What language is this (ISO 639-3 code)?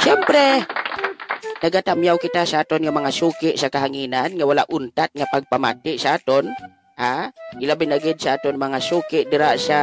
hil